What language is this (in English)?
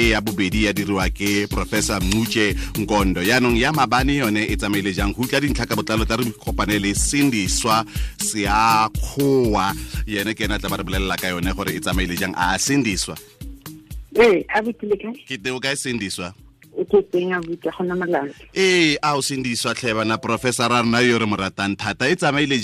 Tswana